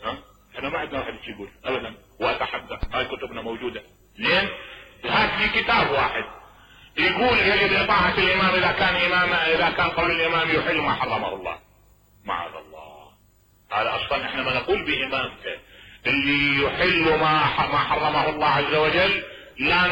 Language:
Mesopotamian Arabic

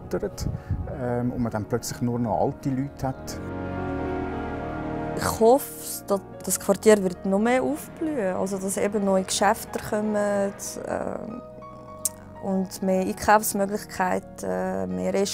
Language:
German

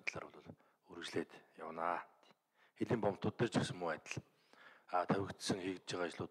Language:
Mongolian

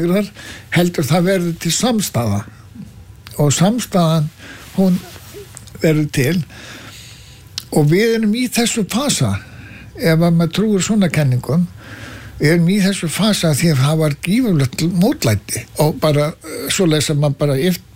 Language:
Icelandic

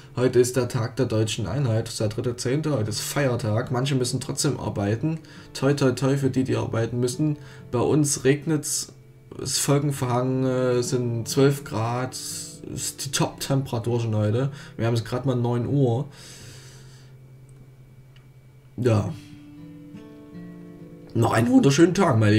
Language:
German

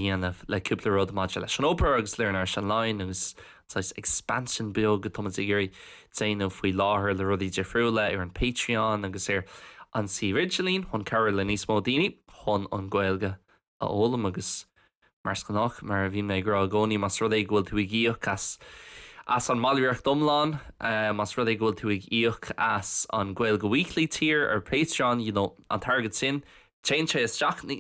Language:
Irish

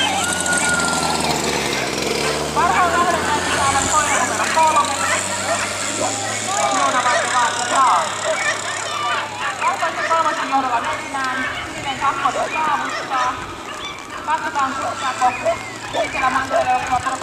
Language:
Finnish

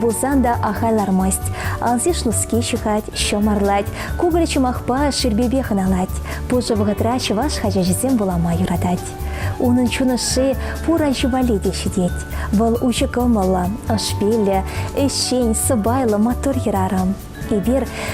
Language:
Chuvash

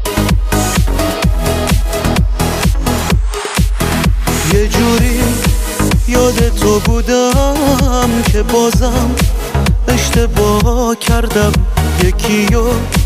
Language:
Persian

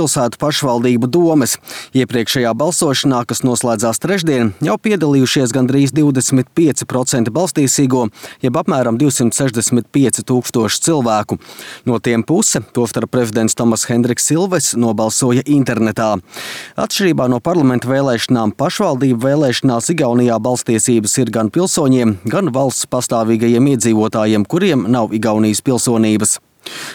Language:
Latvian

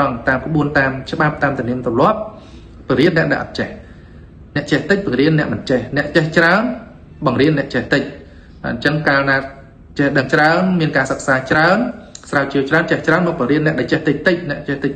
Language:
Khmer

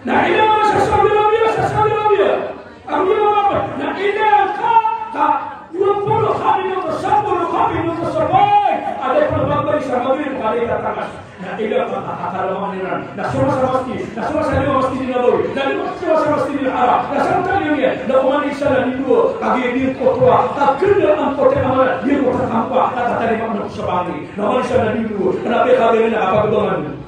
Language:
Maranao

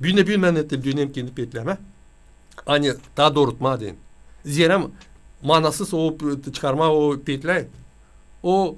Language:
Gagauz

